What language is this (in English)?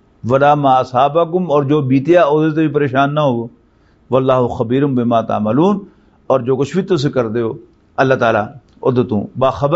Western Panjabi